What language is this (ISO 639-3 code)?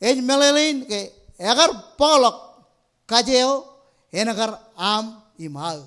mah